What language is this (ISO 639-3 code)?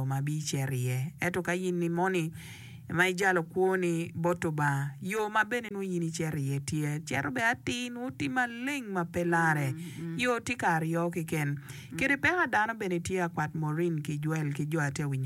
ach